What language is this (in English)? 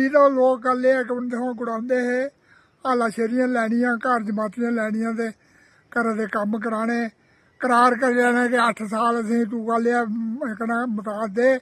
Dogri